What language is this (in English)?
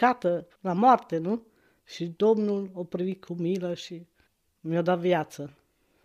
Romanian